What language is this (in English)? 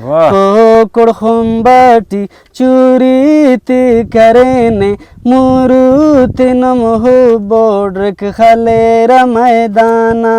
Brahui